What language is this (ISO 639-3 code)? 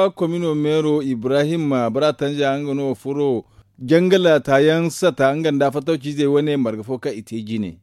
dje